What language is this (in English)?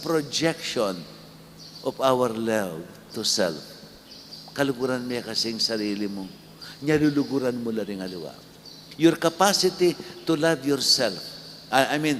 Pampanga